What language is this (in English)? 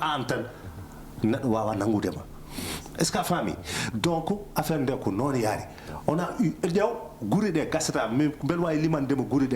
Fula